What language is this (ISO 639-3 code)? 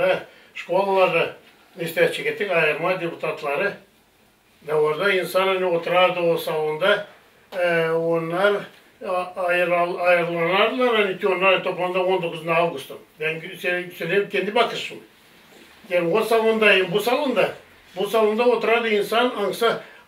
gag